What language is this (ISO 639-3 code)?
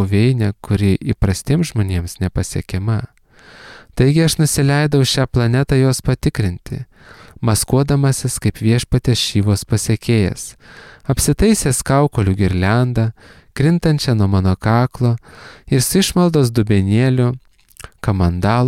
lit